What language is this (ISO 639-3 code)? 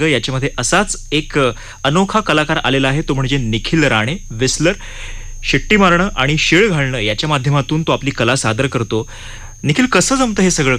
mar